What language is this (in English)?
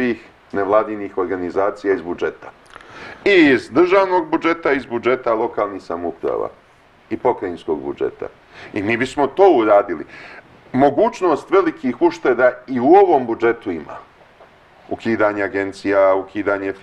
Serbian